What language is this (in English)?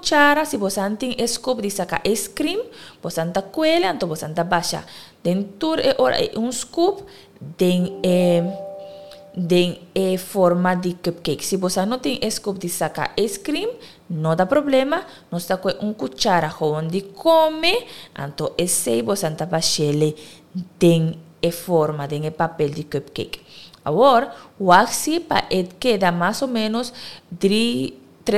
Papiamento